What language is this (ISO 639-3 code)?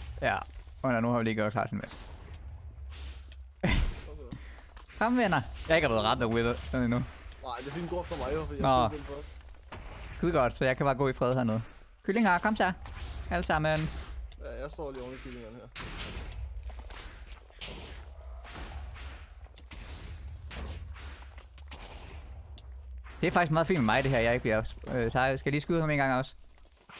dan